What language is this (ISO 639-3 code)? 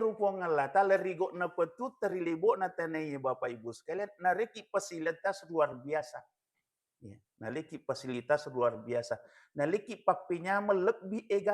bug